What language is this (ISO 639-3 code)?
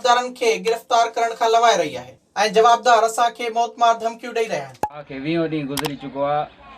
snd